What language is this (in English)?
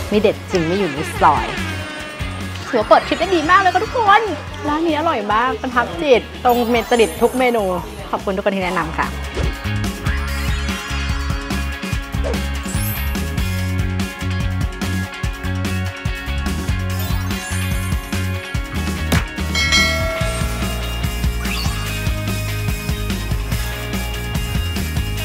Thai